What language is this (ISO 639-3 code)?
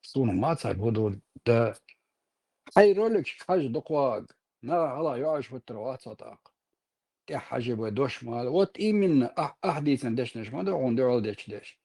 che